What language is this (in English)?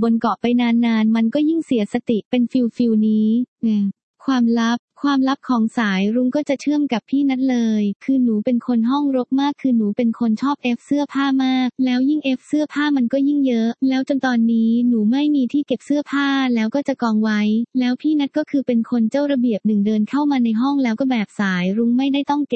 Thai